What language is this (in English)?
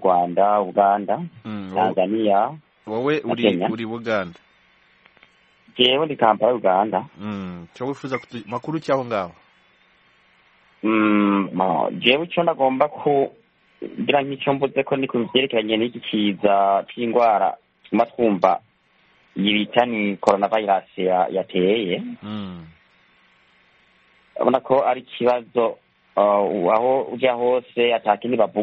Kinyarwanda